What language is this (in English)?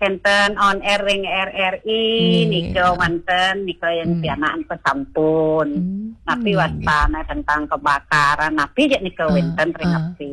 Balinese